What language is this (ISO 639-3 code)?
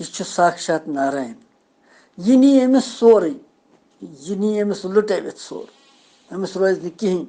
kas